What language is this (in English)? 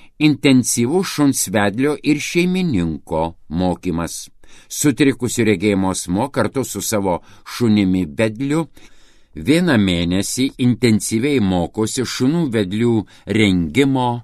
Lithuanian